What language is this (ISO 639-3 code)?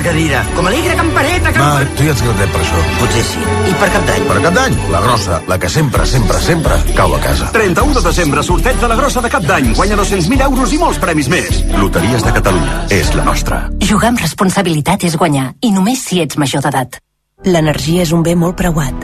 cat